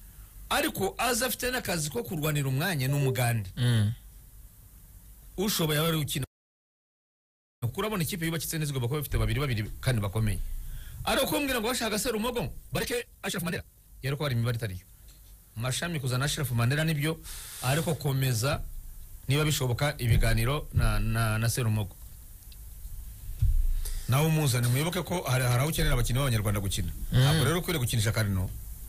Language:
Kinyarwanda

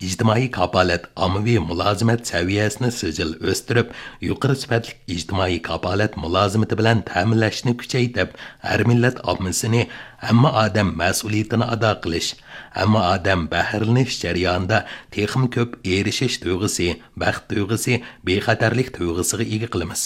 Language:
Uyghur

